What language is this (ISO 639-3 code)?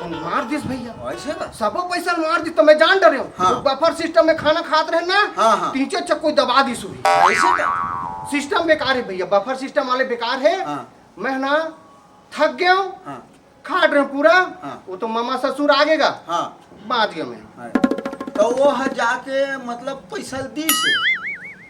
hne